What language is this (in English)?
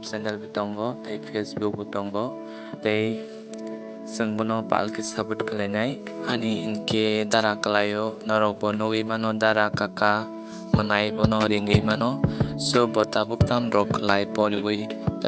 Kok Borok